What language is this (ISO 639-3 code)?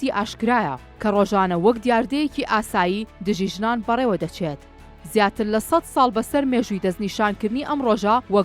ckb